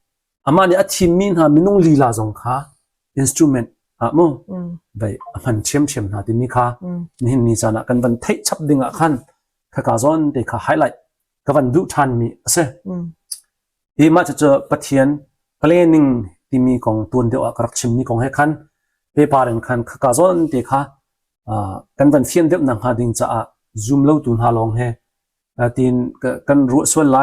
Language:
Hakha Chin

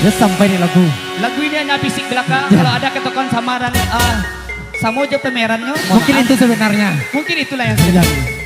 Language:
Minangkabau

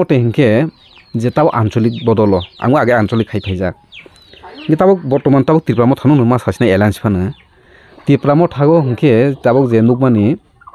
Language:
Kok Borok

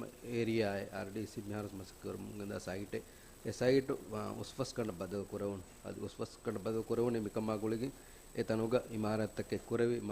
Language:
Divehi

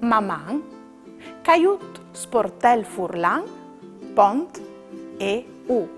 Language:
Friulian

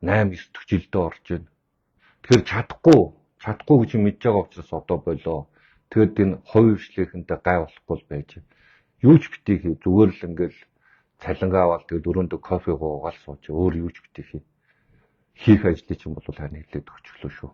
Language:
Mongolian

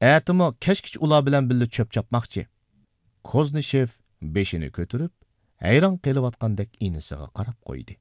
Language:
Uyghur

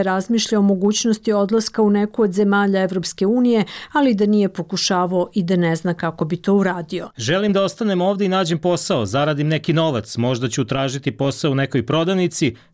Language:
Bosnian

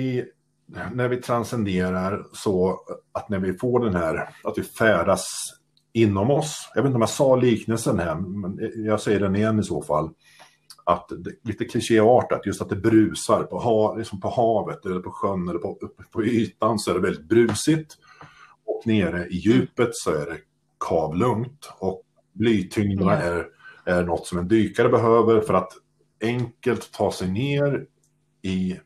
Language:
Swedish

